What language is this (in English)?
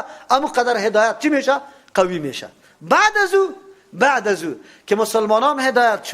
Persian